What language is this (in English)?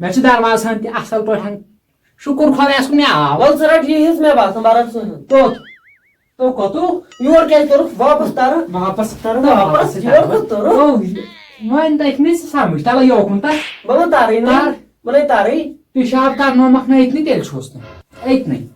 Kashmiri